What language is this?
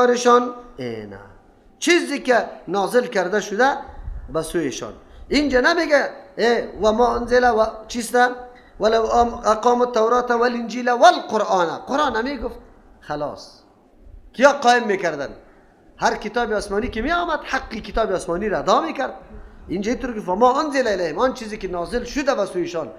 Persian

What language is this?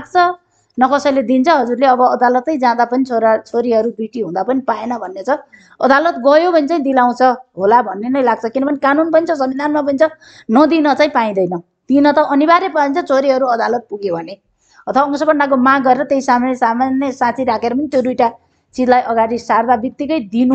Nepali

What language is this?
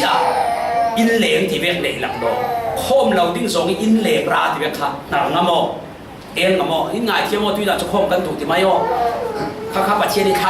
Falam Chin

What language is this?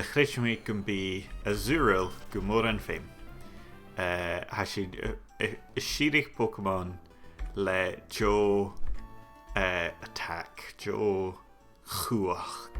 Scottish Gaelic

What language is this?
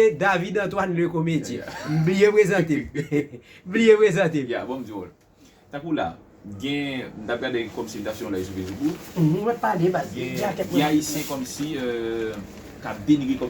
Haitian Creole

